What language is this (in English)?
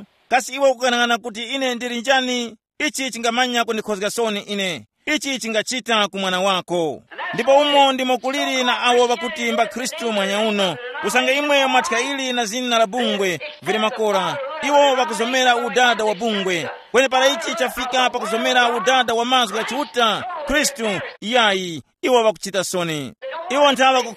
Tumbuka